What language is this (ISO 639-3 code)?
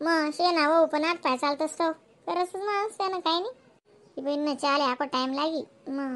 khn